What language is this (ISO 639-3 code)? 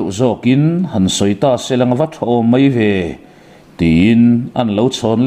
lus